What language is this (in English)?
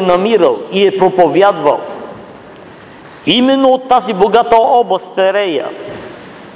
Bulgarian